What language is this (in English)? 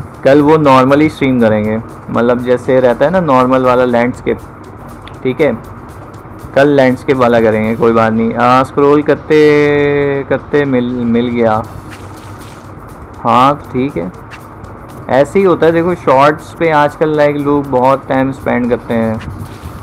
Hindi